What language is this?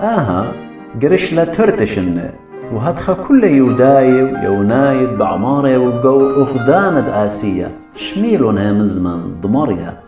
Assyrian Neo-Aramaic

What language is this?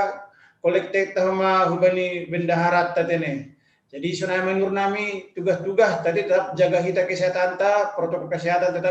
Batak Simalungun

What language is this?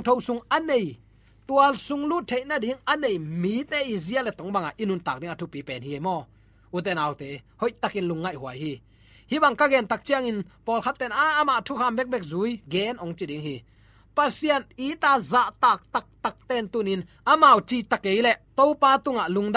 Tedim Chin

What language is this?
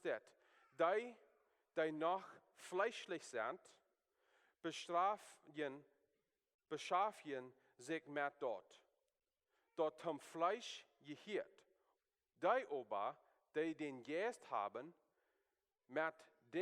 Plautdietsch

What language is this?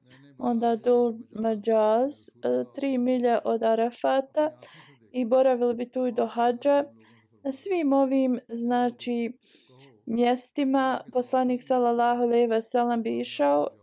Bosnian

